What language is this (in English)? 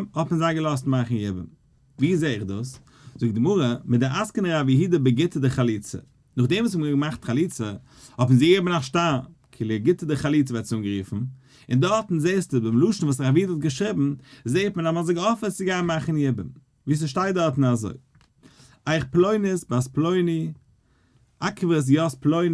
Yiddish